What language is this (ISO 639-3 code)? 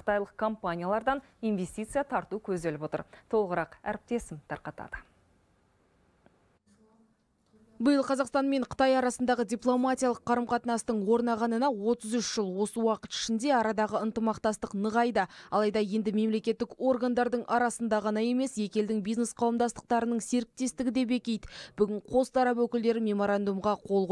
kaz